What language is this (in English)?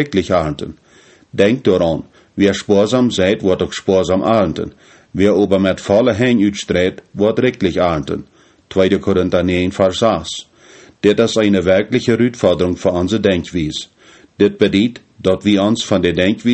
Plautdietsch